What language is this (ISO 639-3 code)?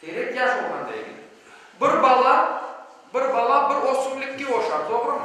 crh